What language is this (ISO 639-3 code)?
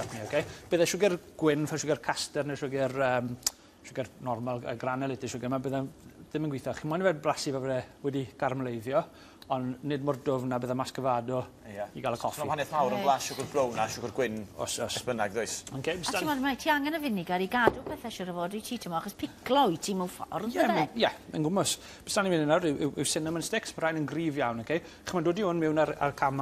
cym